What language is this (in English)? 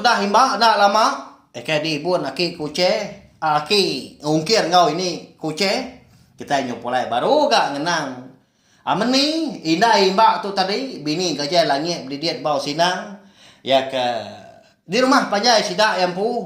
Iban